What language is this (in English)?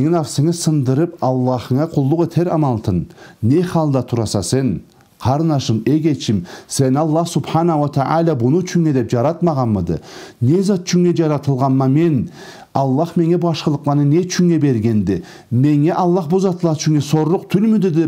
Karachay-Balkar